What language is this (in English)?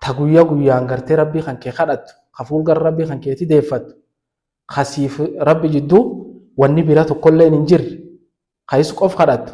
Oromo